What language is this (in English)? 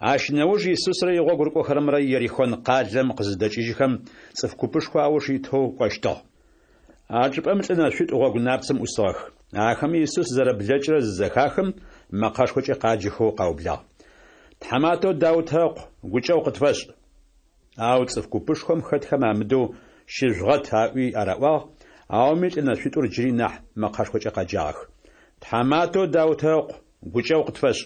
Adyghe